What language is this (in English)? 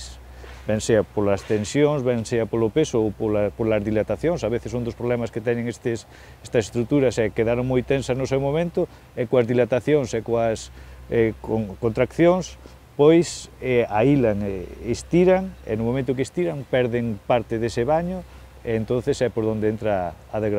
Galician